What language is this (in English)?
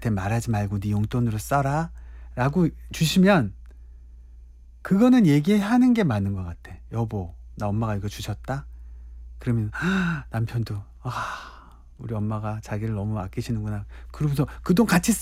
Korean